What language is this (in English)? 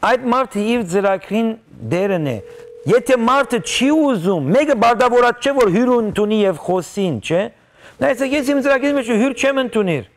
Western Armenian